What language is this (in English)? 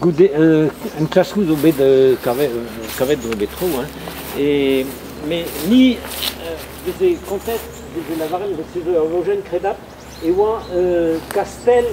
Breton